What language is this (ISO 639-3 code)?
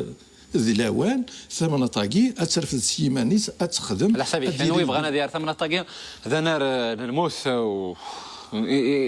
kab